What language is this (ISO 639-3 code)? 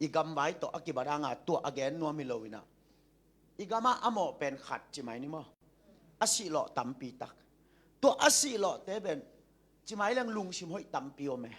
ctd